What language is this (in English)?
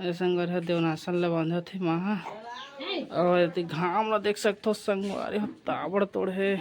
Chhattisgarhi